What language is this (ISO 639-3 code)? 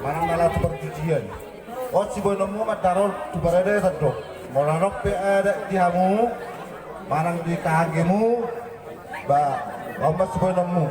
bbc